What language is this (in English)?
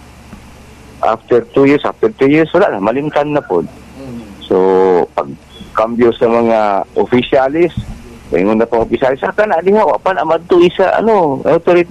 Cebuano